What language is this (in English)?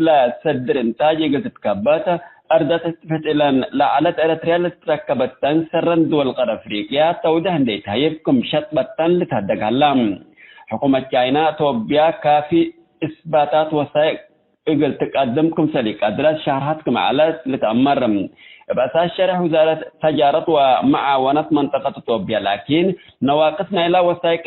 Tigre